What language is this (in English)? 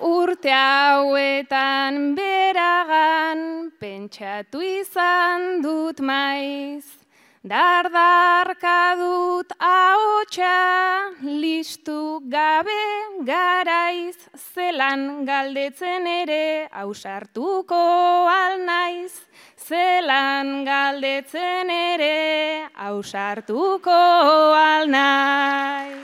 Basque